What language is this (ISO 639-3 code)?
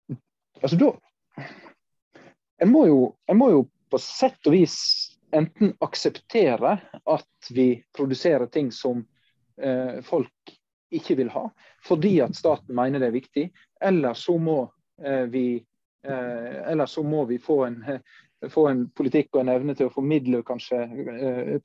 nor